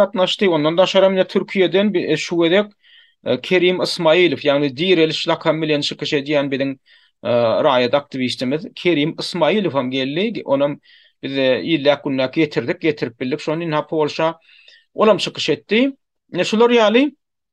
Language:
Turkmen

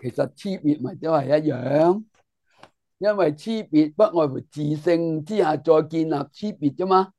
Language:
Cantonese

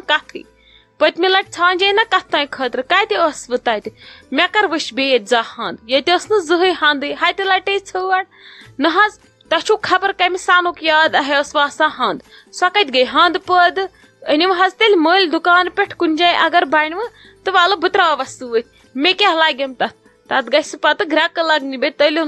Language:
Kashmiri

